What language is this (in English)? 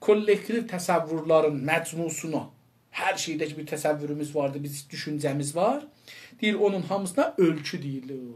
South Azerbaijani